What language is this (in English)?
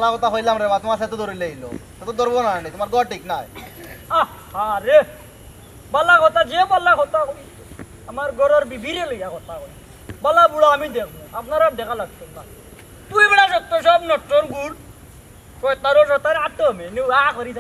Sylheti